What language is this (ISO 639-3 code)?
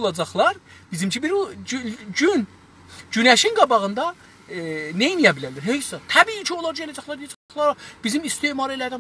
azb